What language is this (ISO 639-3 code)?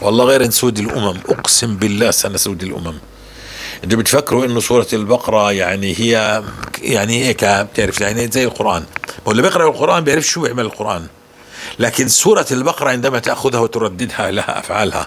apc